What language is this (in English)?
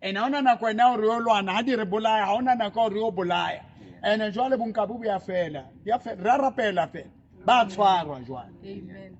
Southern Sotho